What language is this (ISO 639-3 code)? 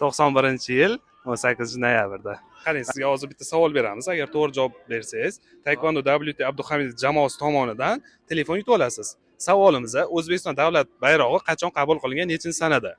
uzb